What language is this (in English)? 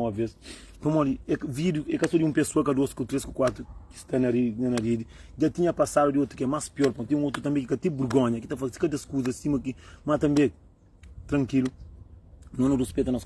Kabuverdianu